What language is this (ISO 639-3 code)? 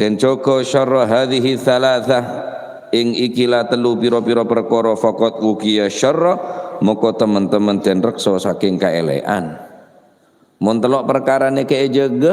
mad